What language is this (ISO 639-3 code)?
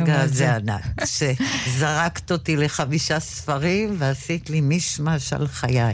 heb